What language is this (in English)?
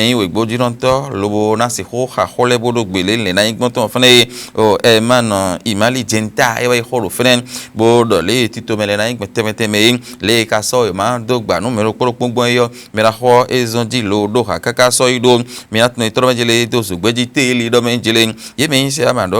Fon